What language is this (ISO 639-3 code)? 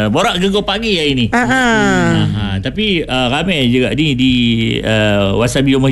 msa